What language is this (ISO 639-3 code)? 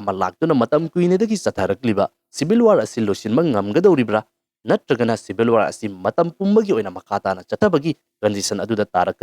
mni